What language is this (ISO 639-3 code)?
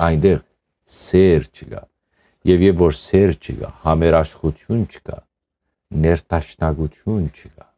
hyw